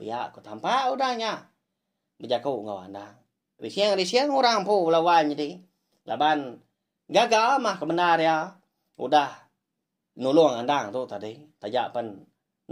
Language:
Iban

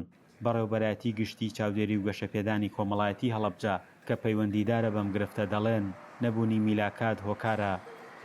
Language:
Central Kurdish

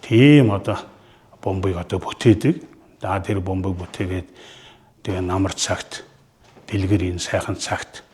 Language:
Mongolian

